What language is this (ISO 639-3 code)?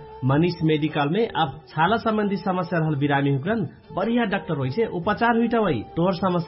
bho